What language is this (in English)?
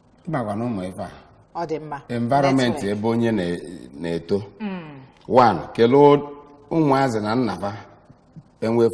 Igbo